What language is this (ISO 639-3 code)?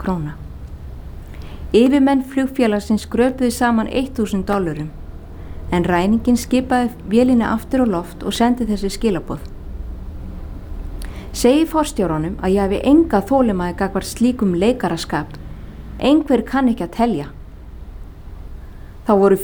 isl